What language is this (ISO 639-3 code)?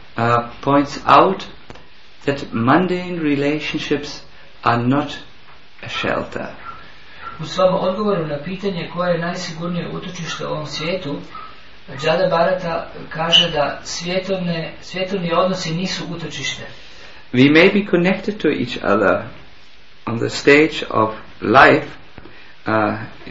hrv